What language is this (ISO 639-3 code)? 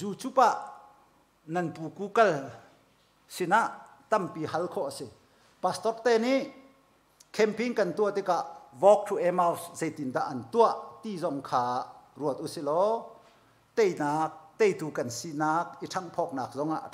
cnh